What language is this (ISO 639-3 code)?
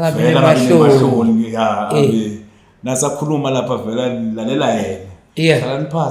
zul